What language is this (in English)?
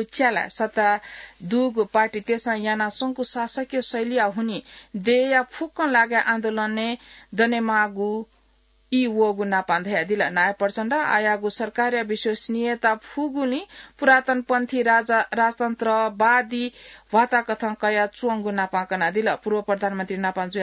Newari